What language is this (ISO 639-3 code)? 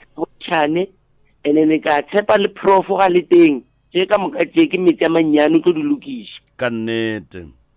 nso